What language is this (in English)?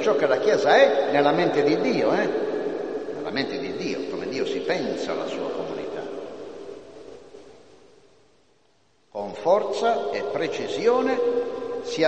Italian